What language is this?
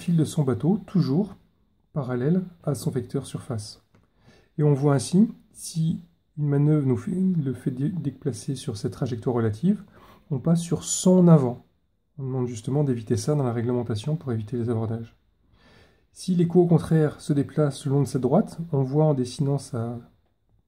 French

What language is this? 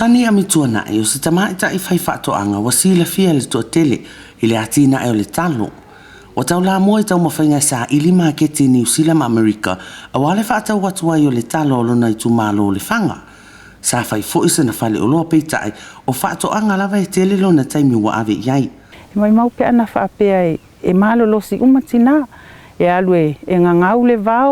Samoan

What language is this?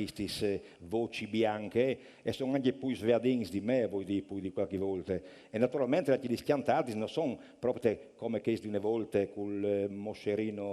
Friulian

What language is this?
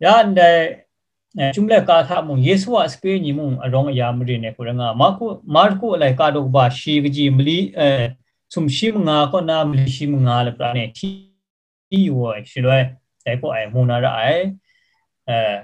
Kachin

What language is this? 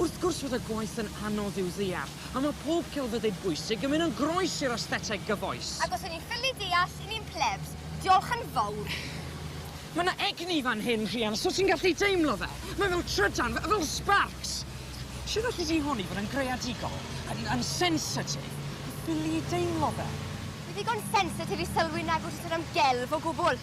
Welsh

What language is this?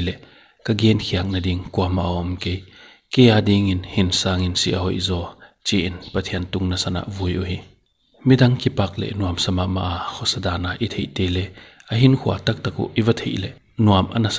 Paite Chin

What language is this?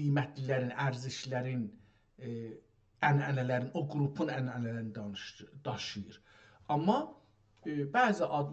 South Azerbaijani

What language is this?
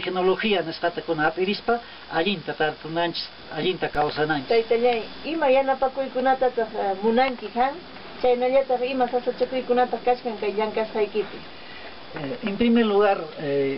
Quechua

